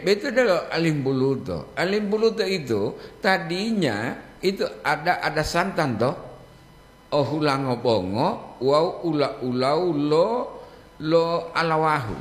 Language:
Gorontalo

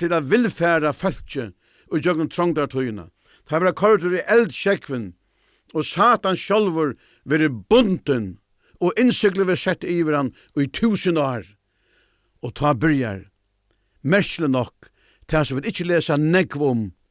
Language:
Faroese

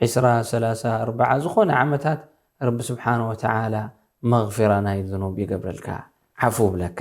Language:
Tigrinya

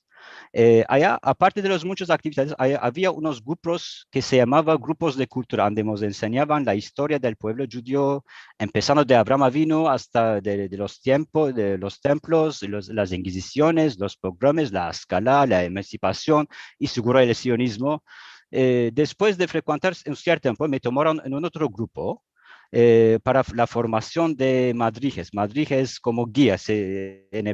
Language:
Ladino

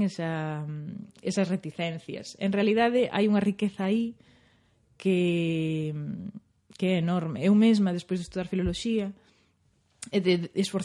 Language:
Galician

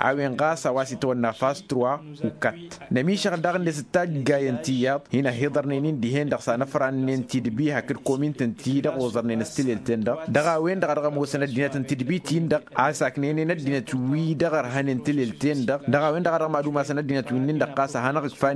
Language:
Tamasheq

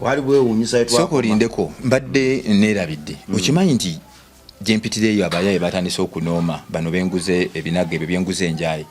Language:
Ganda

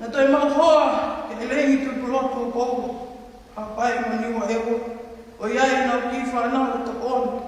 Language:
Tongan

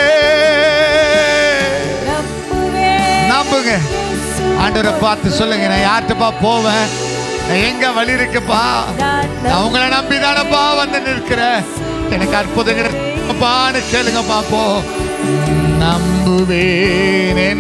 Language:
Tamil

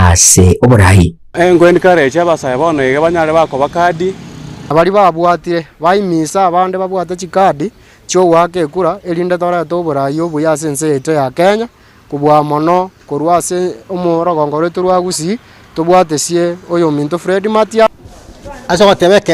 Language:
Gusii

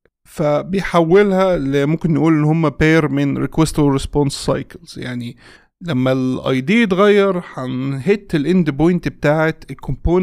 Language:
Egyptian Arabic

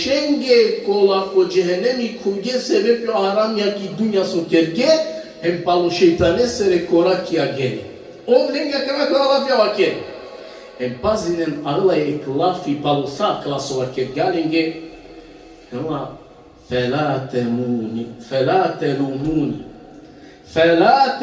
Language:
Balkan Romani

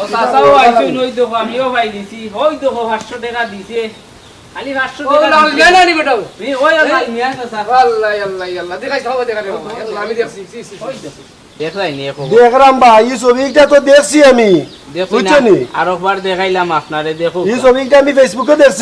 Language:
Sylheti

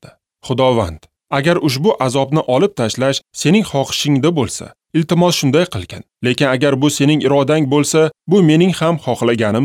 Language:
Uzbek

